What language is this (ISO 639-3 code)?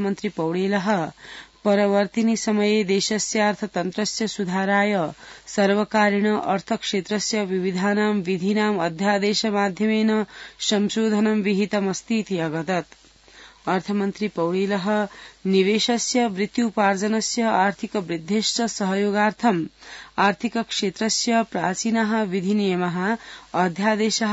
san